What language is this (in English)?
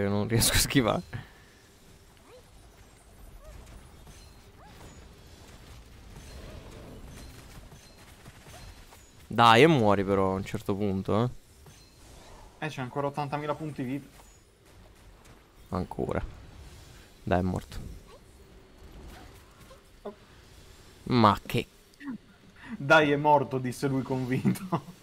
Italian